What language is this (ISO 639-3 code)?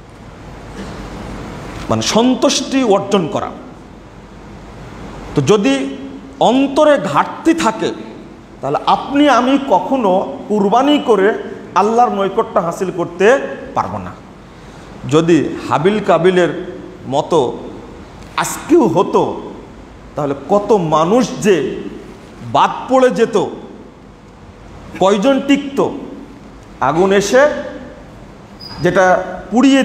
ben